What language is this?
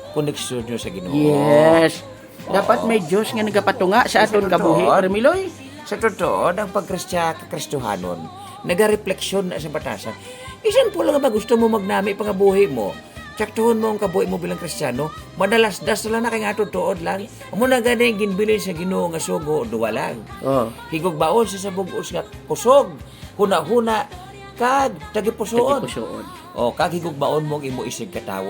Hiligaynon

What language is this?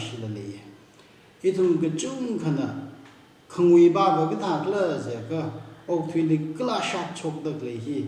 Tangkhul Naga (India)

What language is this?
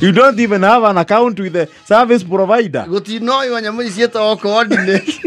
Kikuyu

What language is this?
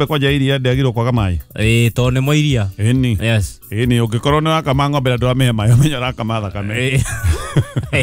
Kikuyu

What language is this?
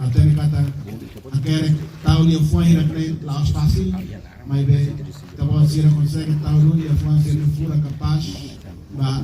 Tetum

